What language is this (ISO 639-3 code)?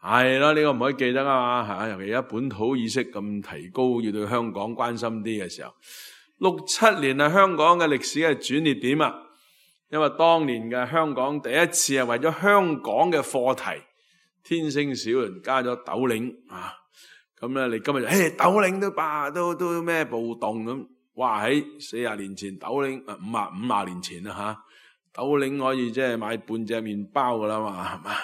yue